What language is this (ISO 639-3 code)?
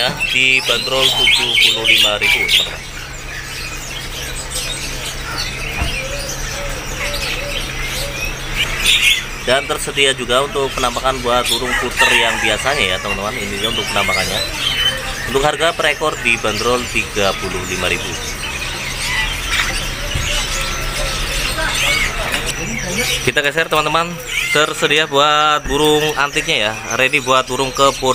ind